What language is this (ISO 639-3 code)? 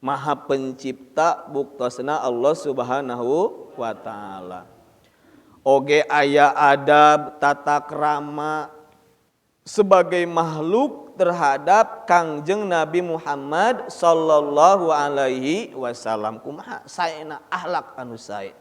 sun